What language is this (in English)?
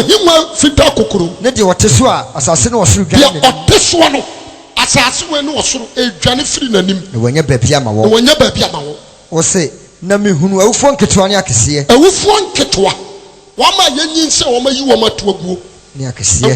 Akan